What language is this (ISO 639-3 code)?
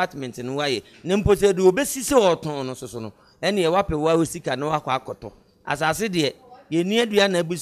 aka